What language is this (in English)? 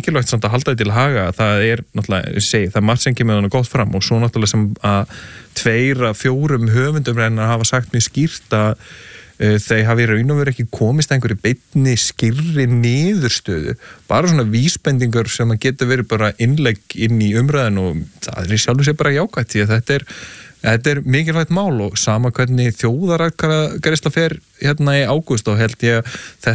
Icelandic